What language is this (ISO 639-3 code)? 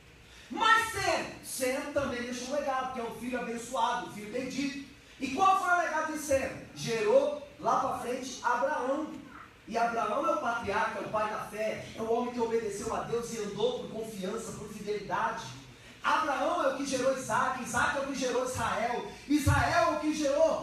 por